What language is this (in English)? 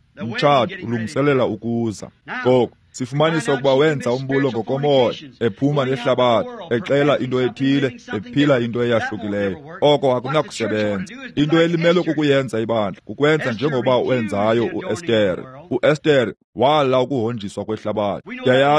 Xhosa